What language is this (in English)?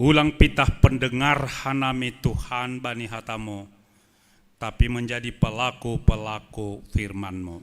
Batak Simalungun